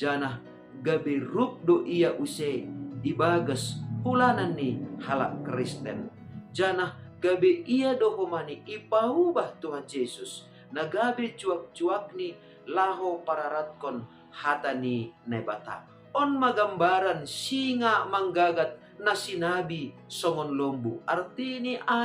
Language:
Batak Simalungun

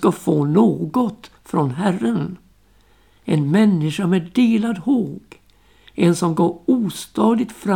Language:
Swedish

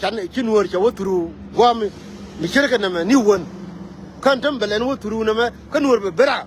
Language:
Nuer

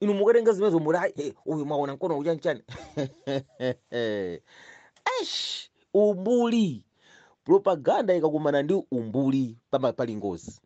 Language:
Nyanja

